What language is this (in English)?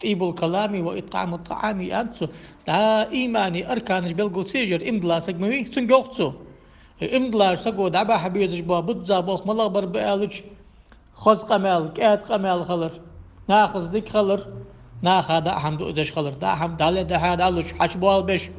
Ingush